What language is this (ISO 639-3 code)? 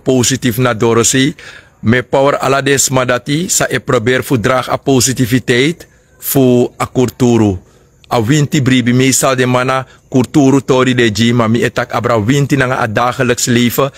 srn